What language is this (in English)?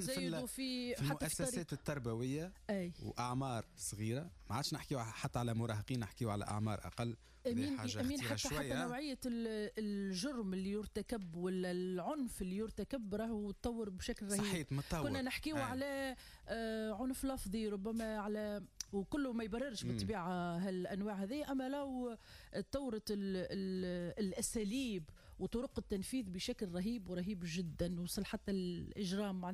Tunisian Arabic